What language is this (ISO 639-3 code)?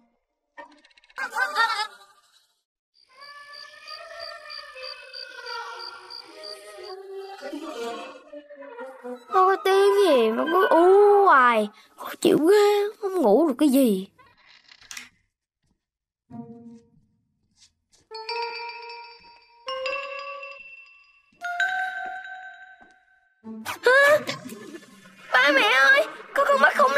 vie